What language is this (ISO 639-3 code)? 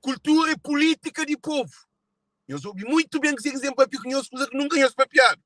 kea